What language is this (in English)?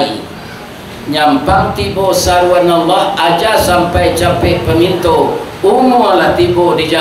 Minangkabau